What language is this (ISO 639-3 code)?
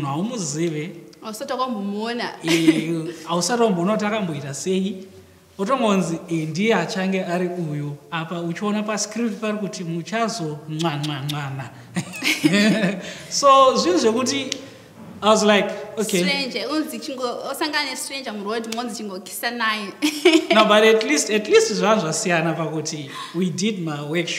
sna